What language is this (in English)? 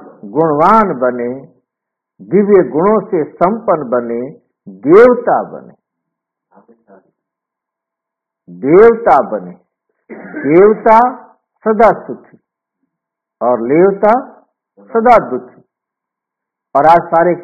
Hindi